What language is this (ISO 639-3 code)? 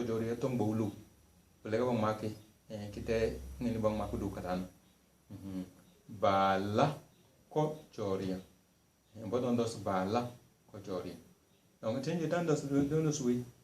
kdh